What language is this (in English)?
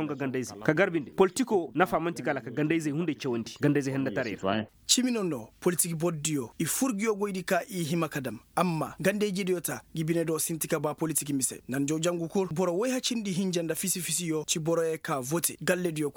Koyraboro Senni